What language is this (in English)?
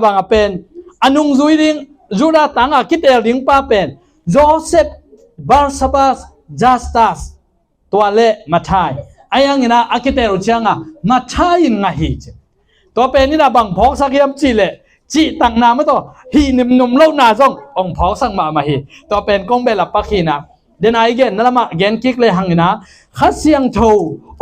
Tedim Chin